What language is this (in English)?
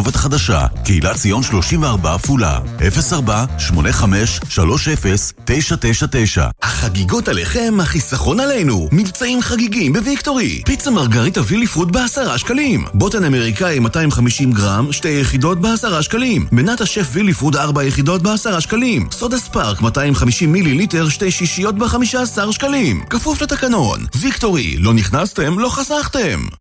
Hebrew